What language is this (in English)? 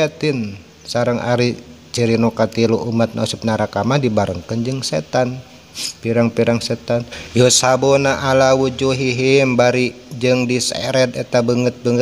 Sundanese